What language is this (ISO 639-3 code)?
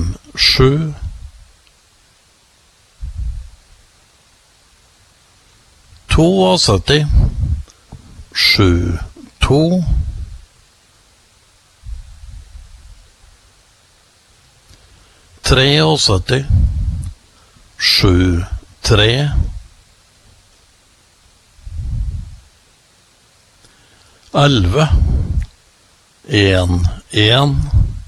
nor